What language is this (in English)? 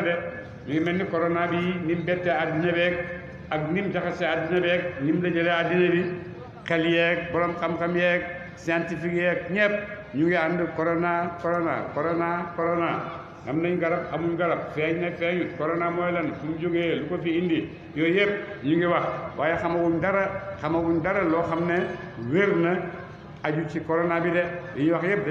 Wolof